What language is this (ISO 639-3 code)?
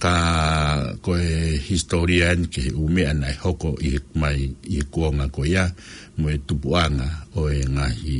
ton